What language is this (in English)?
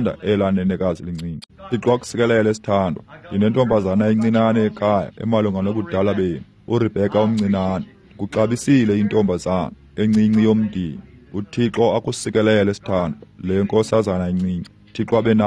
Xhosa